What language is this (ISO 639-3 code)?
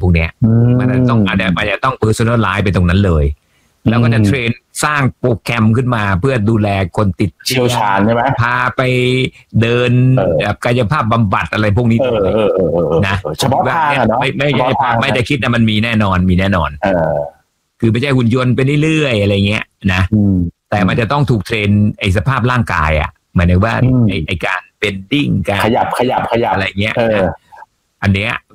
tha